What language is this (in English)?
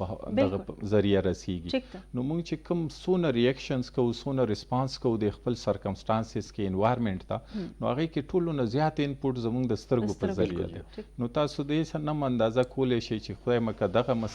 Pashto